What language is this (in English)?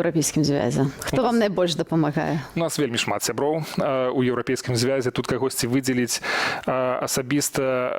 Belarusian